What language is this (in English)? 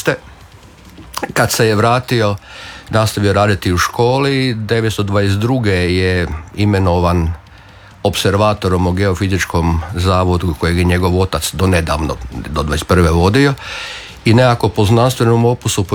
Croatian